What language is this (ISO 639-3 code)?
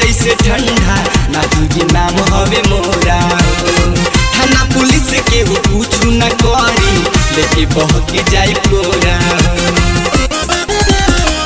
bho